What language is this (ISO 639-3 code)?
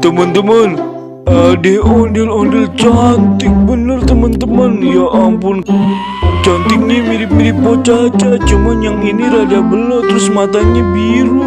bew